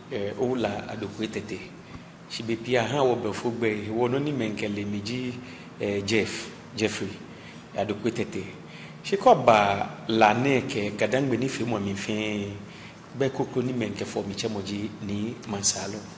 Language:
Ga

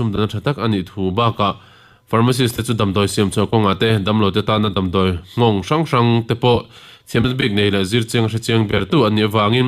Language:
Mizo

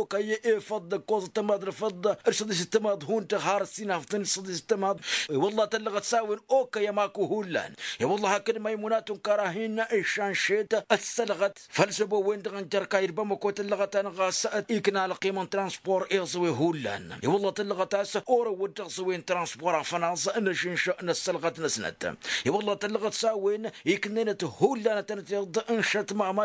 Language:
Tamasheq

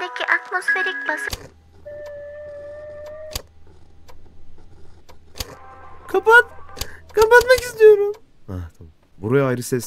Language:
Turkish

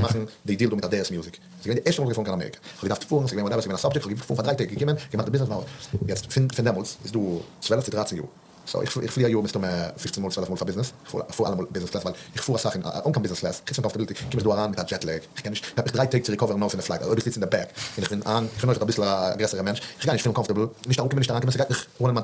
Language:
Yiddish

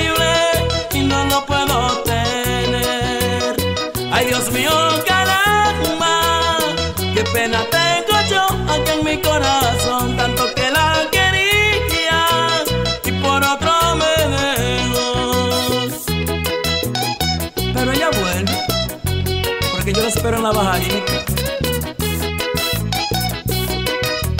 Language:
Spanish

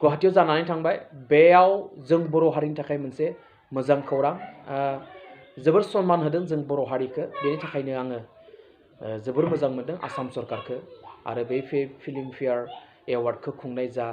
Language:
Bodo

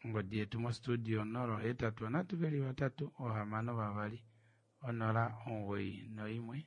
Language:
Kuanyama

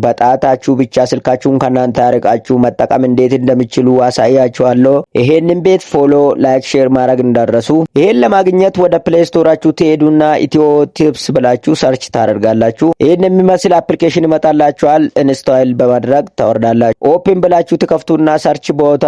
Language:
Amharic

